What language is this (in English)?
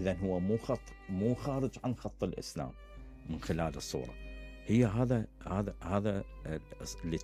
Mesopotamian Arabic